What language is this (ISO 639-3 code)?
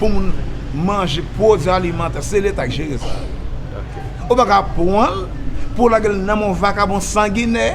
hat